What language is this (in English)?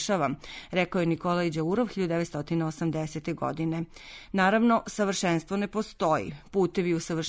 Serbian